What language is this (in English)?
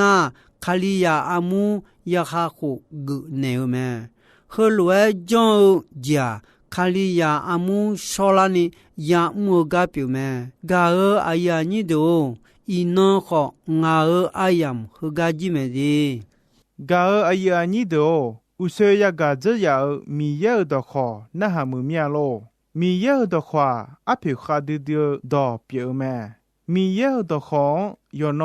Akha